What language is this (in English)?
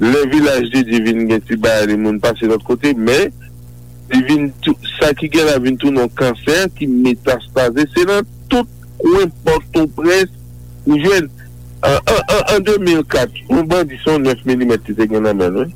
Haitian Creole